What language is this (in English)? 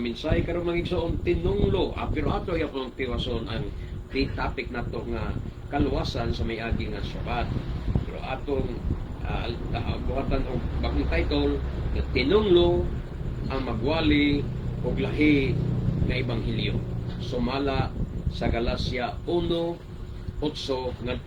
Cebuano